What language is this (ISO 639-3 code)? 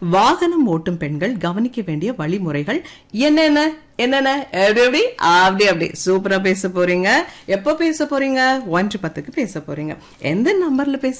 tam